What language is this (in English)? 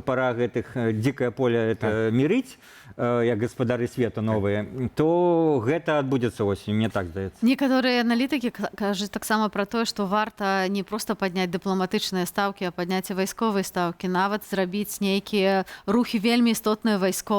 Belarusian